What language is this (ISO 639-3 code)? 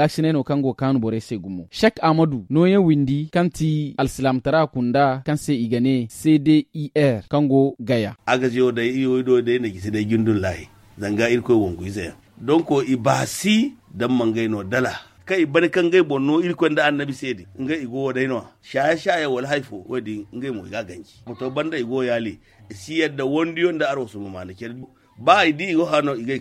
dje